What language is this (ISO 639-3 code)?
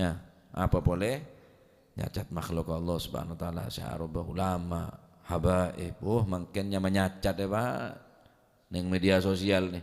mad